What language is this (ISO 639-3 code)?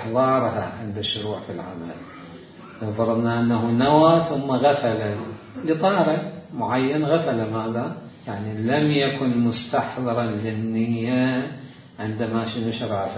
acm